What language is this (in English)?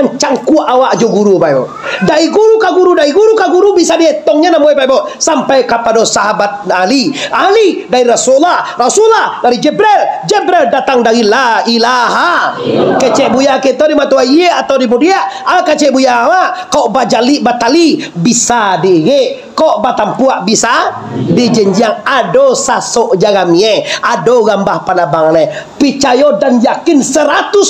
Minangkabau